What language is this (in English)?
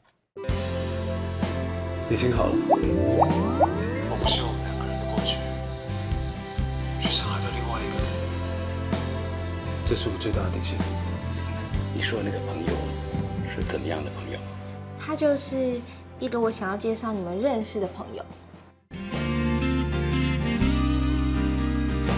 Chinese